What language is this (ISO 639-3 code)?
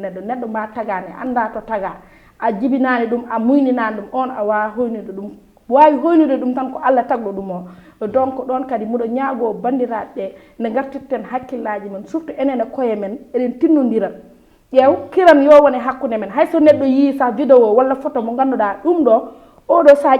ful